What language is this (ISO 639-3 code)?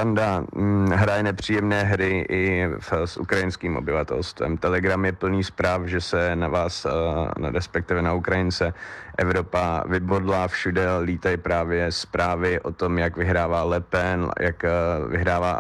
ces